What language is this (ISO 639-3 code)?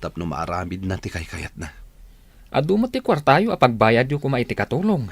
ilo